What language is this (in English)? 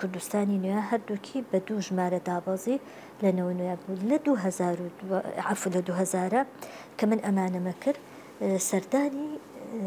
Central Kurdish